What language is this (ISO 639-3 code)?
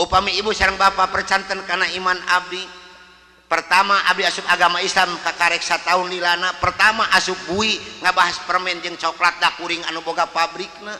sun